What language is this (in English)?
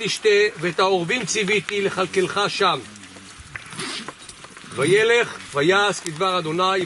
Hebrew